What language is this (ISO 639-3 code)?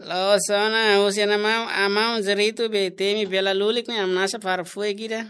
tet